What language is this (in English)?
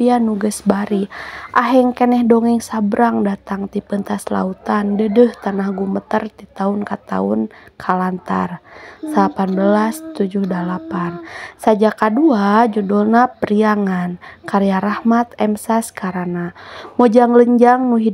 Sundanese